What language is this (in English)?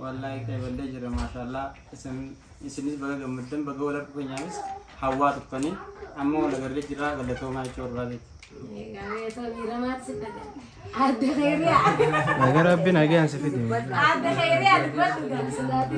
Oromo